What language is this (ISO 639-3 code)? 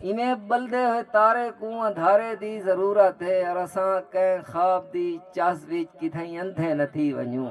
skr